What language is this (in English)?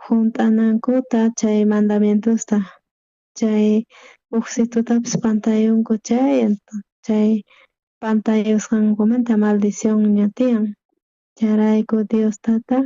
South Bolivian Quechua